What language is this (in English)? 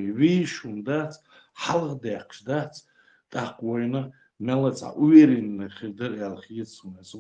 Chechen